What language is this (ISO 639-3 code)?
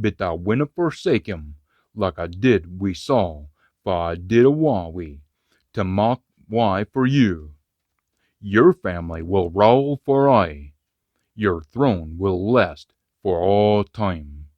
sco